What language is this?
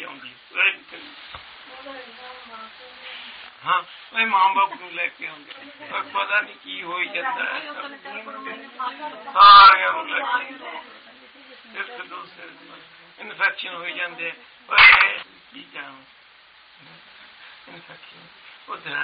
Hindi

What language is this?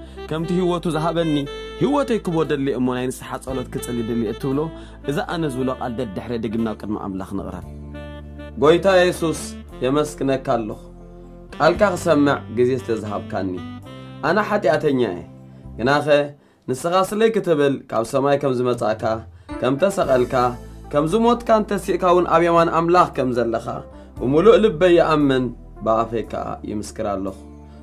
Tigrinya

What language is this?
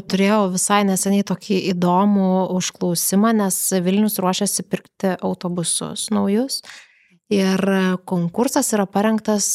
Lithuanian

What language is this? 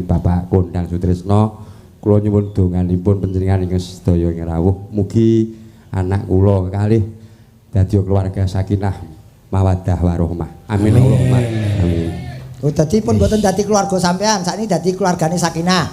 Javanese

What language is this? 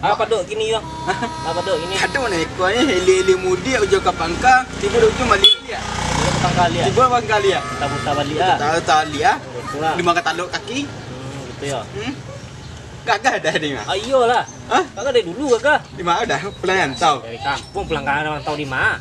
Minangkabau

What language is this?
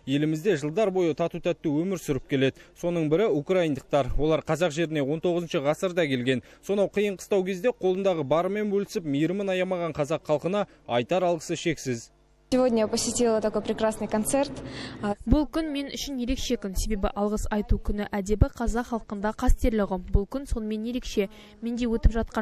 Kazakh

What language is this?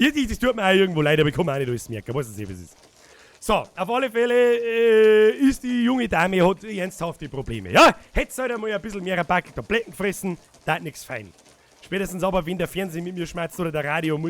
Bavarian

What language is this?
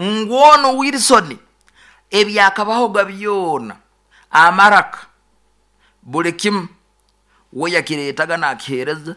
Nyankole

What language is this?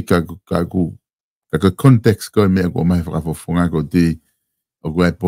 Tongan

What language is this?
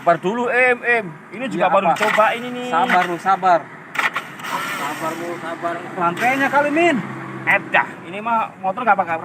Betawi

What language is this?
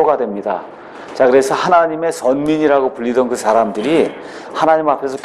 Korean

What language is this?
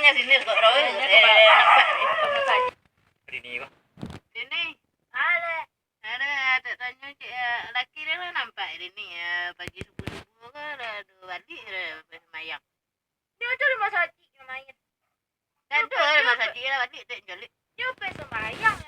Minangkabau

